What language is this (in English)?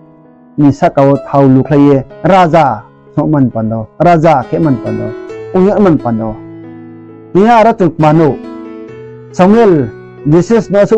Riang (India)